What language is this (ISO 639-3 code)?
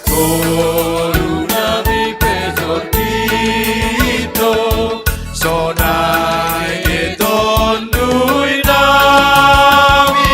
bts